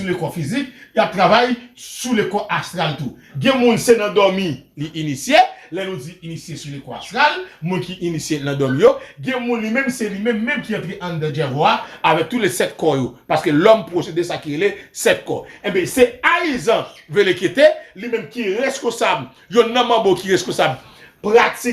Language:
Haitian Creole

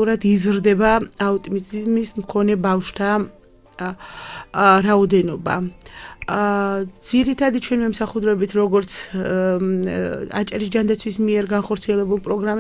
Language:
Georgian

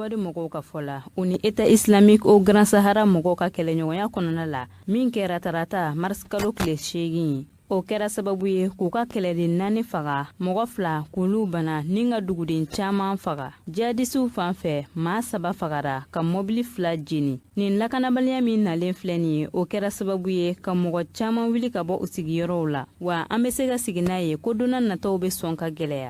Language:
Bambara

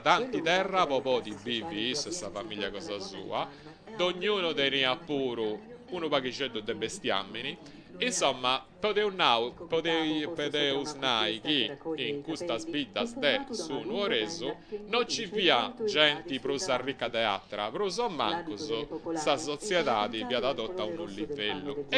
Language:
Sardinian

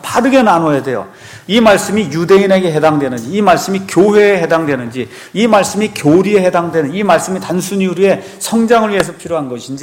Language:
Korean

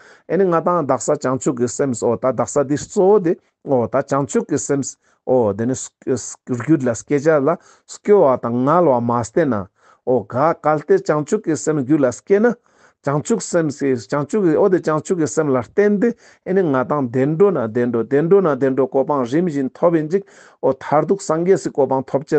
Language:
Ladakhi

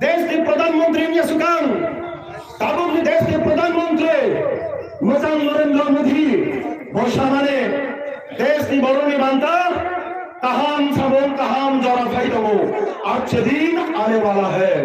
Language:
Kok Borok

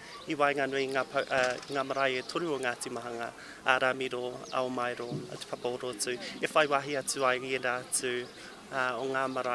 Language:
Māori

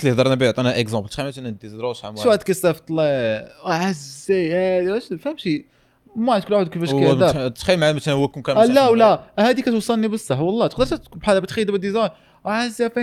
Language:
Moroccan Arabic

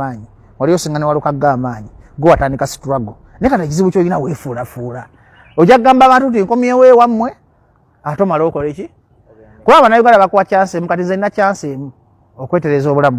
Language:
Ganda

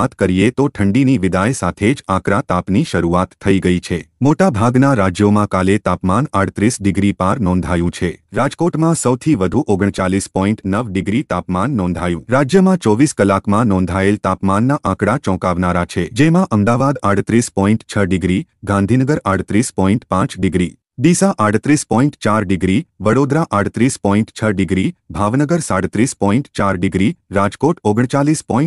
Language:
Gujarati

